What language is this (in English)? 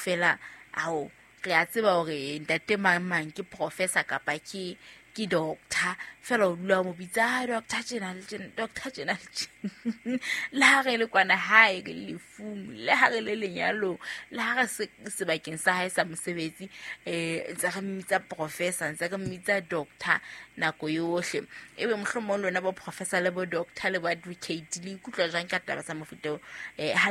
Southern Sotho